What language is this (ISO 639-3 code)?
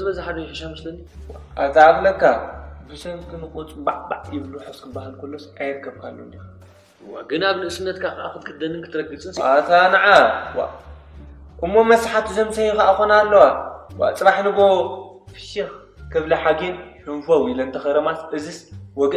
tir